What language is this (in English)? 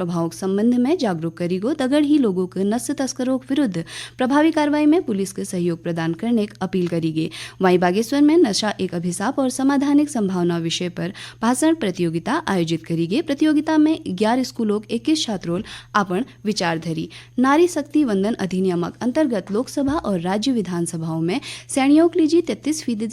Garhwali